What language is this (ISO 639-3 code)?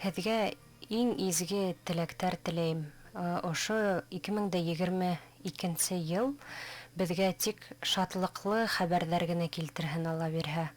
bak